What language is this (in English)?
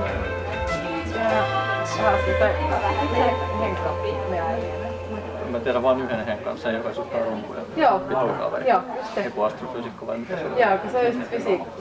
Finnish